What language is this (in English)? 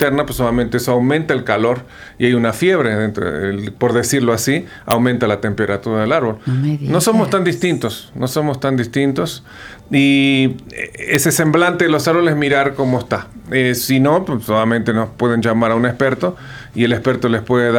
Spanish